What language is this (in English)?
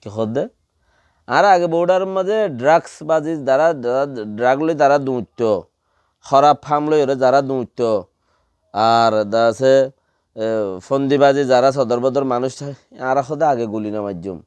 Rohingya